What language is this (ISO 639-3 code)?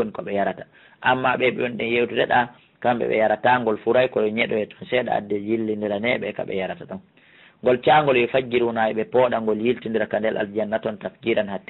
ful